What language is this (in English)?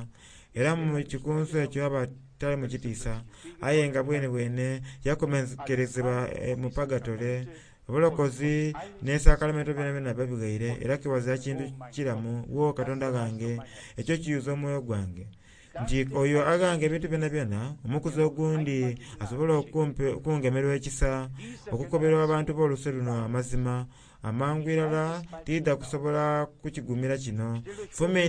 Soga